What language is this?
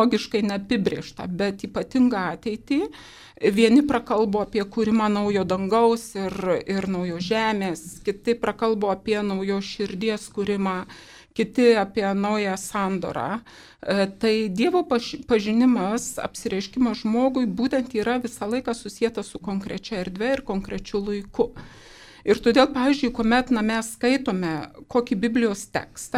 Lithuanian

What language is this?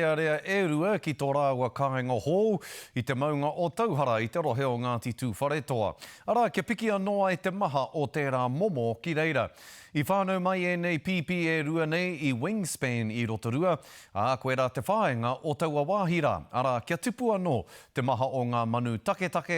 Māori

